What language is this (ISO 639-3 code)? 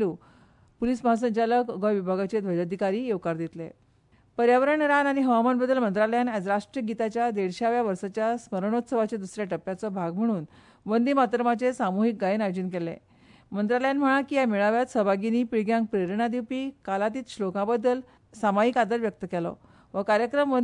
kok